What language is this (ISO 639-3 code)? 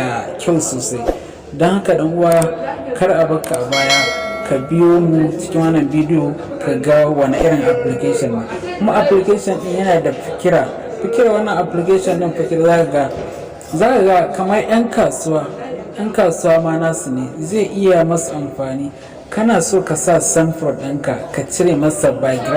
hau